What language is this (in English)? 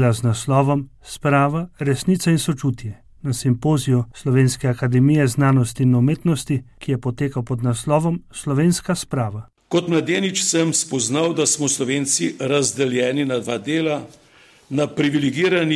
Slovenian